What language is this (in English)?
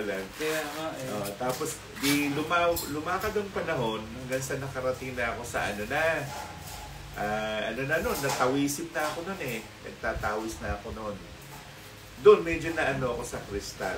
Filipino